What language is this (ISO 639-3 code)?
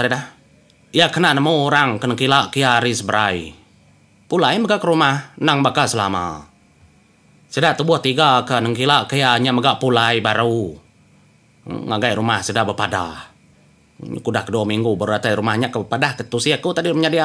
iba